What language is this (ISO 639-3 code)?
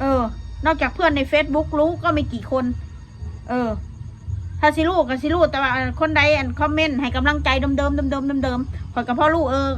tts